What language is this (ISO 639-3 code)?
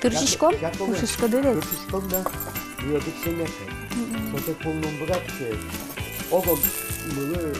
udm